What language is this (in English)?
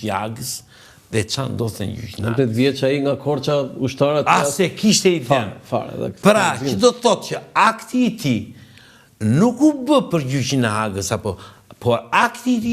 Albanian